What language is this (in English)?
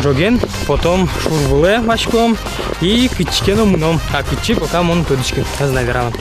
Udmurt